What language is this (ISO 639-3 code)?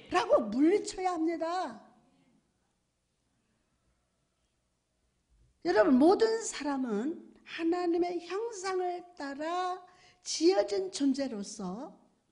kor